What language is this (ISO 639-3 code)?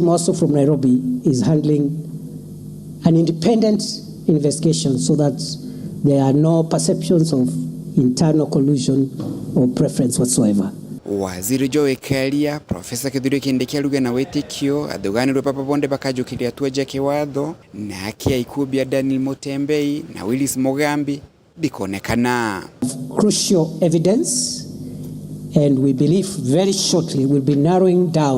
mer